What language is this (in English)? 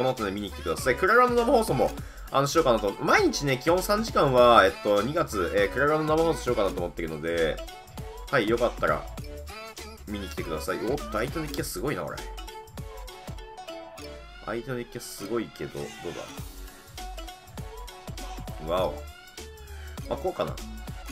Japanese